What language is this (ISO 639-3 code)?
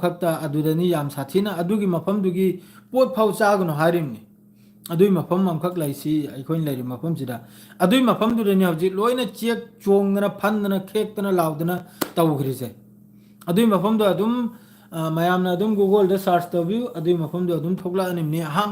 mni